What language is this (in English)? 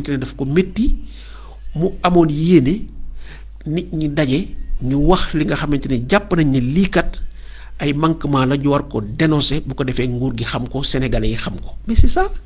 Wolof